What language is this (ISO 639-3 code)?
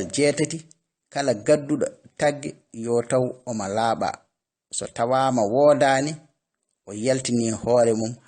ful